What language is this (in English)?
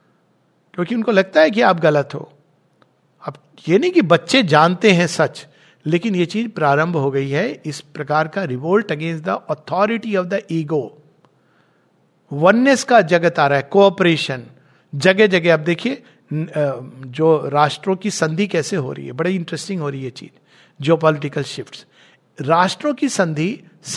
Hindi